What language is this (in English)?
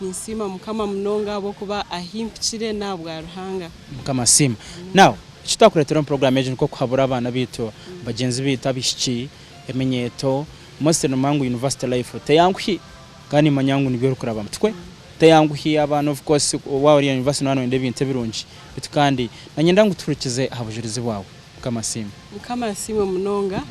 Nyankole